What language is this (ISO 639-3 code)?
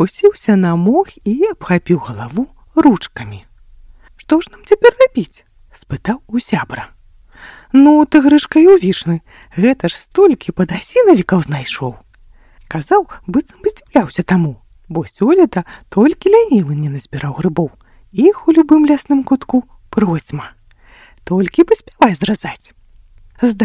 bel